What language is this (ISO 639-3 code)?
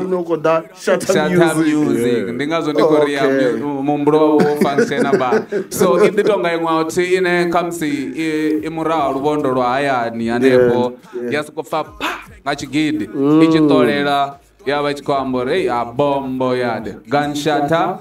ven